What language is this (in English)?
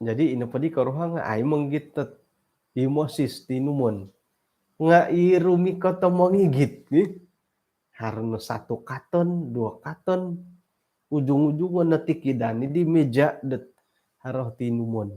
Central Dusun